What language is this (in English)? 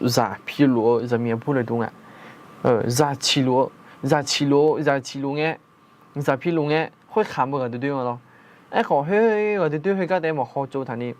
Akha